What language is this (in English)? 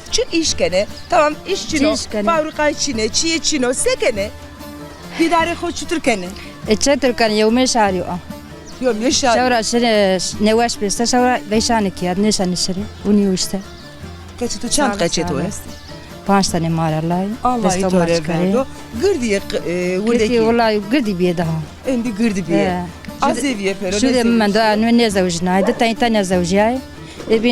Zaza